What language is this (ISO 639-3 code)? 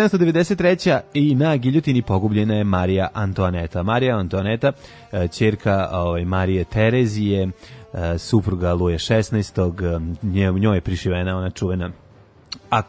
srp